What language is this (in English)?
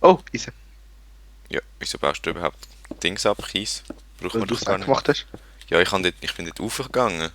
Swiss German